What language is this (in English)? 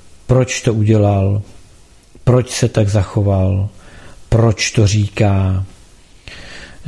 Czech